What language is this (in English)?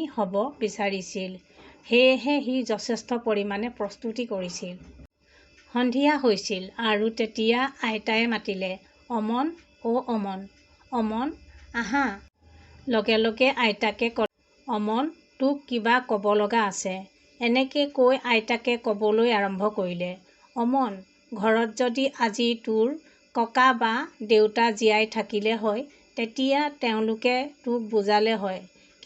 Assamese